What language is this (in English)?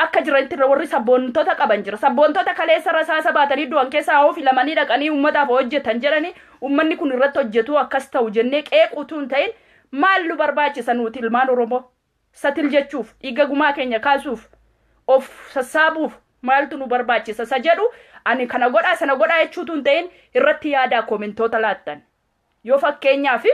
Oromo